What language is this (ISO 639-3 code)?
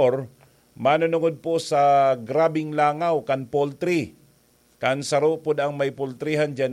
bik